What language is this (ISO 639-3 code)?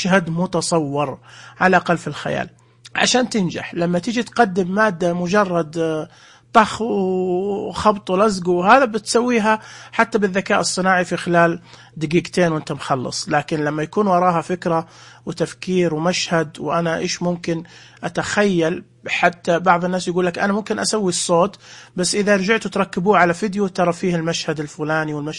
ars